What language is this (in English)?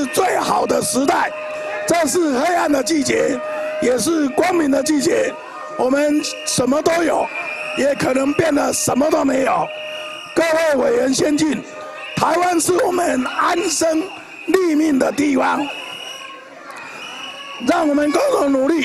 Chinese